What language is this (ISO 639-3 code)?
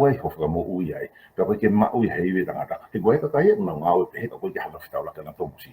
ton